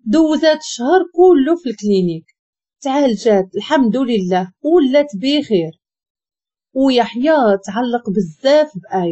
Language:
Moroccan Arabic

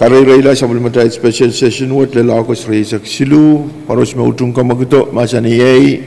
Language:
Pohnpeian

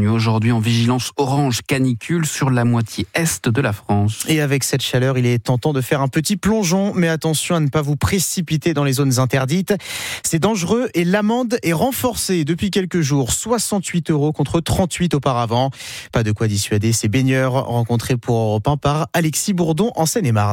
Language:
French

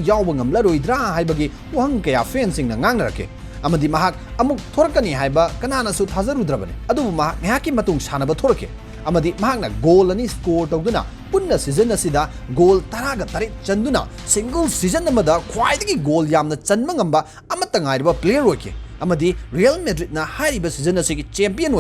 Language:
Manipuri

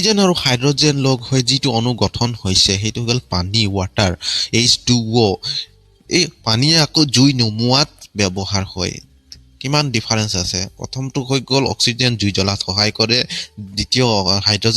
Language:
Assamese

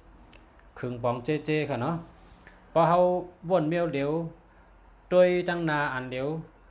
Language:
Shan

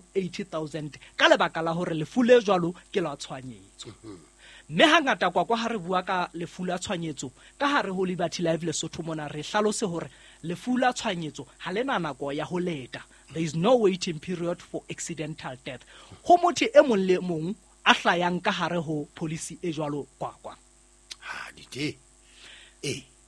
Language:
Southern Sotho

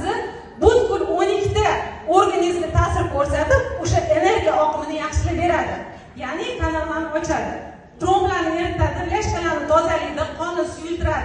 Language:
Uzbek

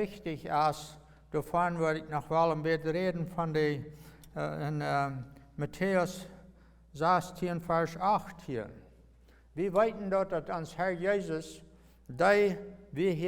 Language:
Plautdietsch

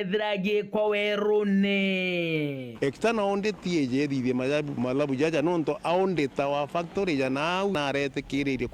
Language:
Meru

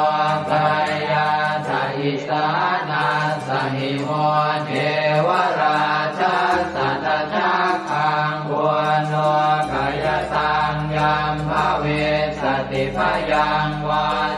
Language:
Pali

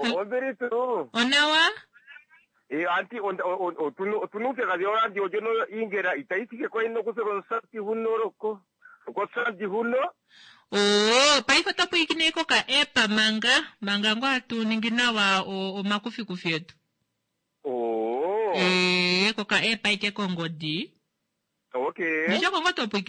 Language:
Kuanyama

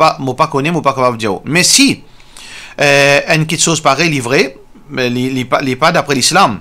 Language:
Morisyen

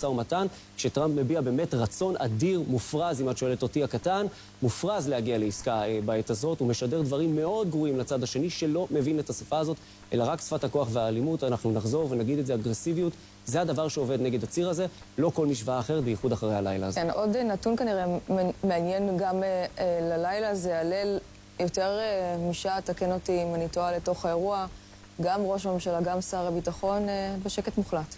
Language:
Hebrew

